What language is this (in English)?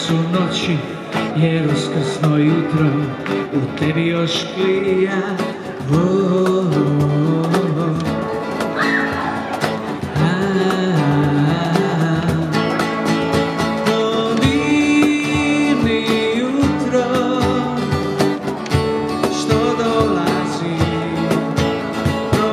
Croatian